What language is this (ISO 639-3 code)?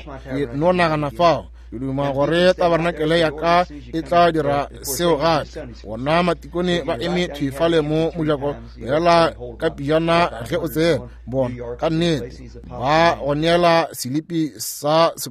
nso